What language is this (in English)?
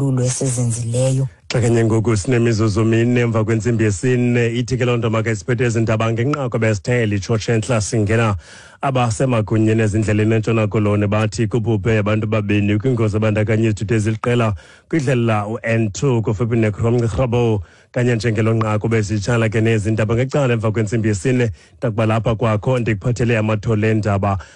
Xhosa